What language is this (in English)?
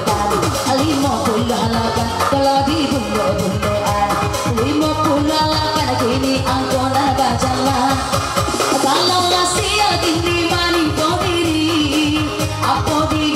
Minangkabau